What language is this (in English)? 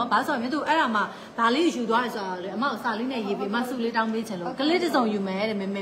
Burmese